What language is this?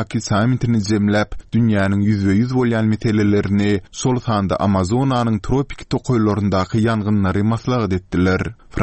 Turkmen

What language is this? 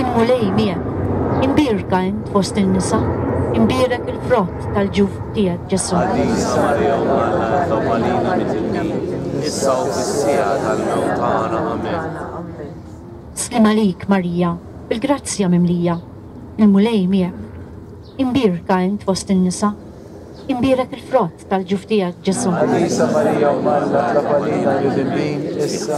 Maltese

